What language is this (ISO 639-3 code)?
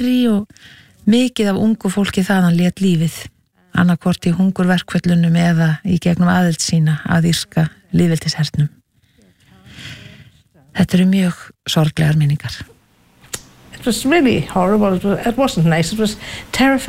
isl